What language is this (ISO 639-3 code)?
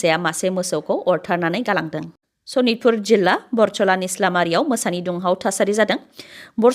brx